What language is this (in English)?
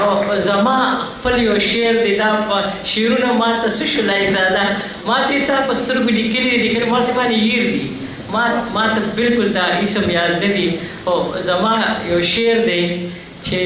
Pashto